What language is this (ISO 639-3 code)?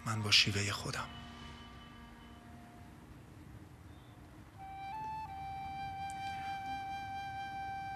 fas